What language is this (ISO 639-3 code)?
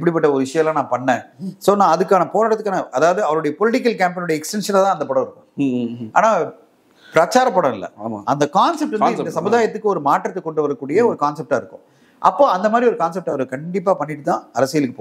tam